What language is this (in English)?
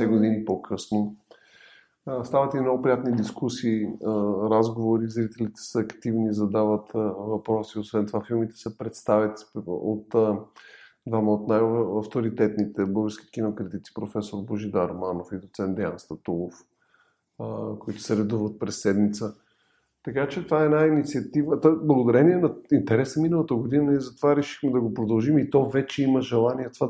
Bulgarian